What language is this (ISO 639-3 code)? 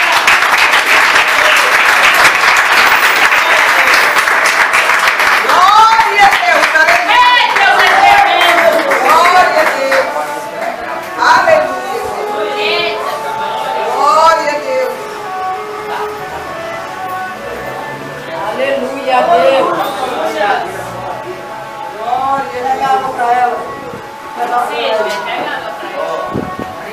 por